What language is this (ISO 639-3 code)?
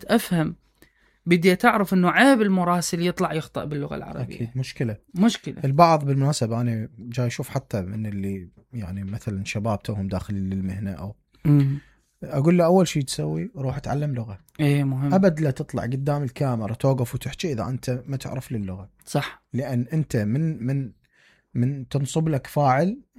acm